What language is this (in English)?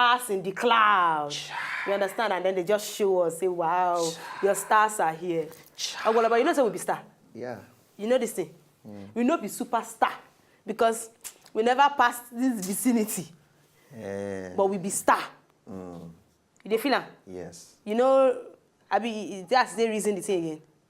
Nigerian Pidgin